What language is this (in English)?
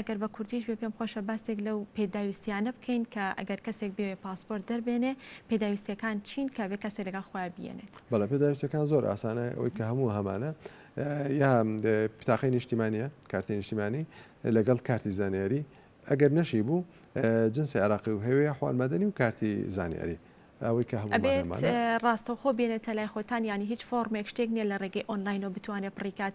Central Kurdish